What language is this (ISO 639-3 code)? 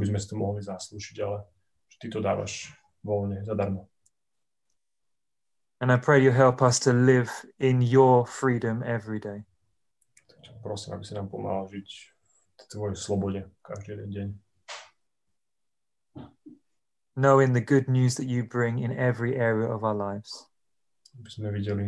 slk